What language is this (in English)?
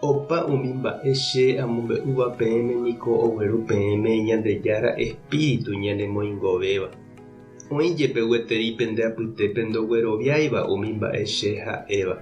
Guarani